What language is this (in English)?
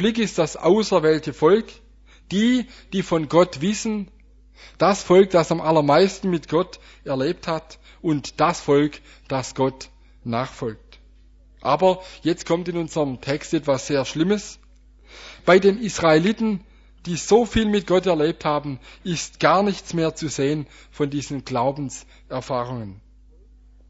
German